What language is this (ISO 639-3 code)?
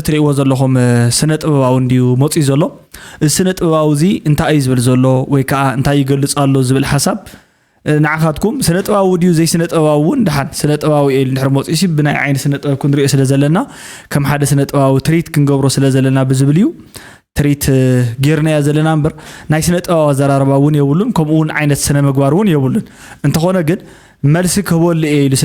tir